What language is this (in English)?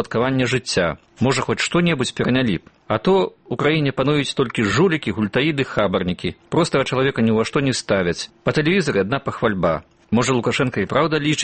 Belarusian